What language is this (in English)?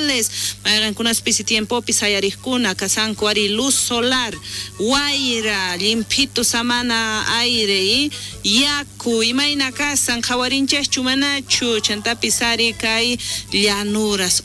South Bolivian Quechua